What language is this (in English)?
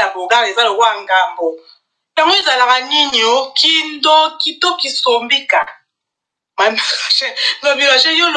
Lingala